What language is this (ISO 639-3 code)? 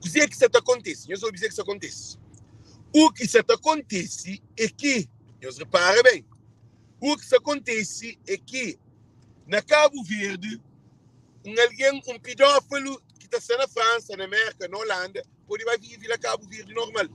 kea